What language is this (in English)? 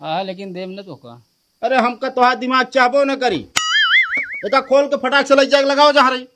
Awadhi